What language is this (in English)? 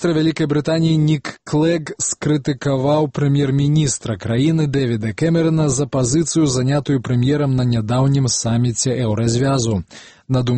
Belarusian